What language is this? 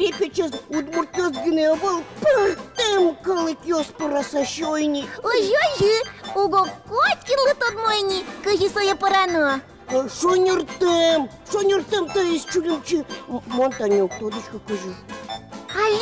Udmurt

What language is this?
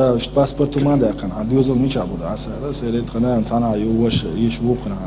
Chechen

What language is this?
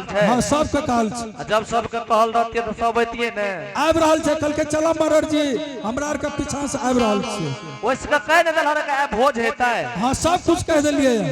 Angika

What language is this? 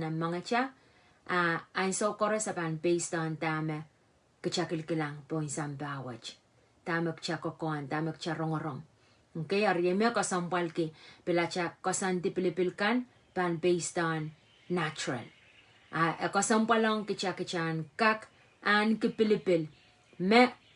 Pohnpeian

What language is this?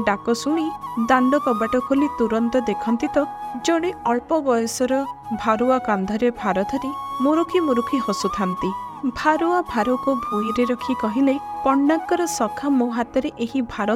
Odia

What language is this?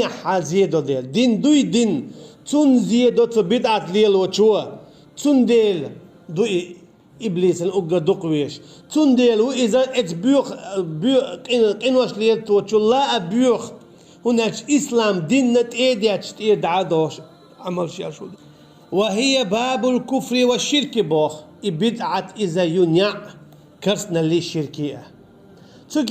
Chechen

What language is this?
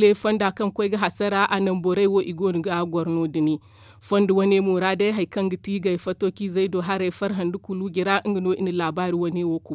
Zarma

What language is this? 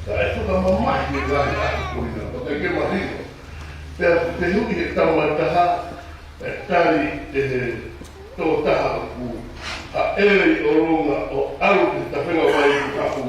Tongan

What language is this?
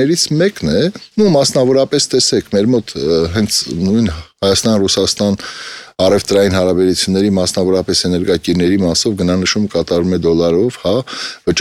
Armenian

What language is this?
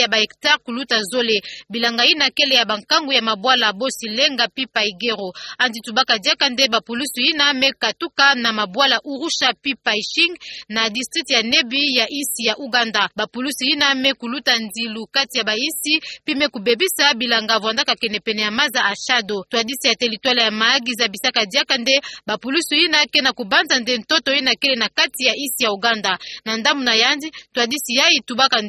Kituba (Democratic Republic of Congo)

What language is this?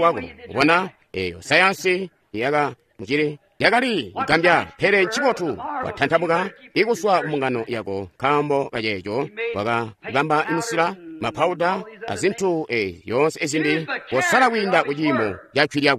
Tonga (Zambia)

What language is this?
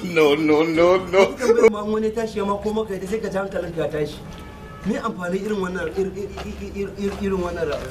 Hausa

